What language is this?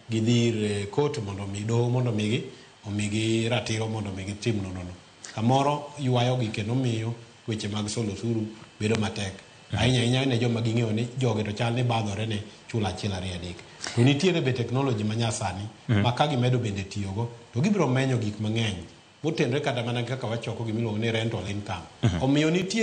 Luo (Kenya and Tanzania)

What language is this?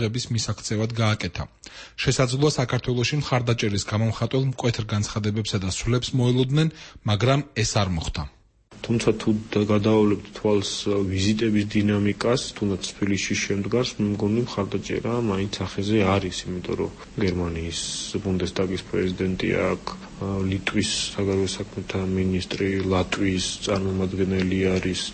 Georgian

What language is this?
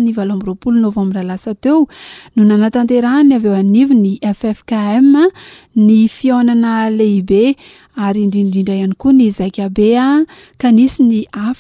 Malagasy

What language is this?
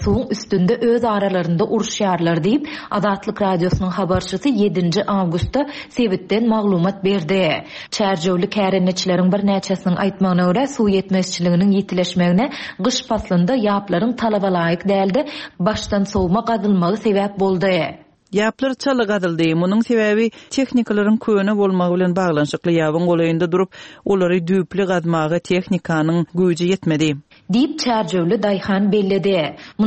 Turkmen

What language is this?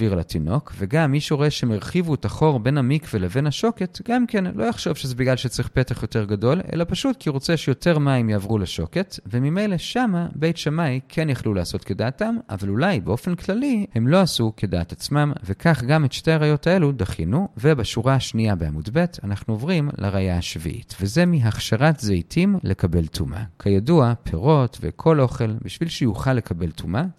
Hebrew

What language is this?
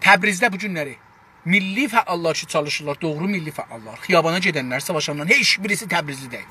South Azerbaijani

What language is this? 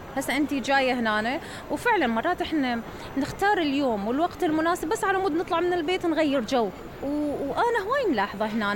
Mesopotamian Arabic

